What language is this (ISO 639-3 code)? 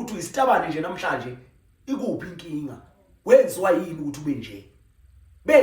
zul